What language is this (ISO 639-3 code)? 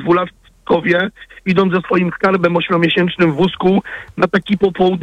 pol